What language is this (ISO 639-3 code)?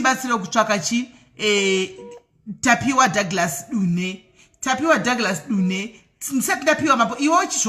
sna